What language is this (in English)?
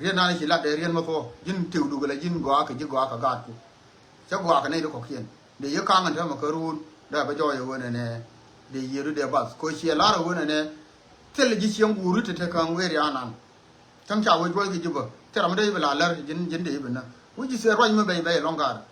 Nuer